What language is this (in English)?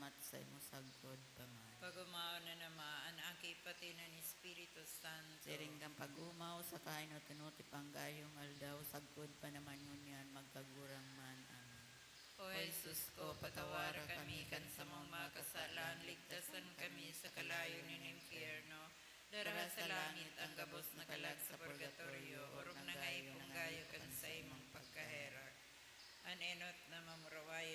Bikol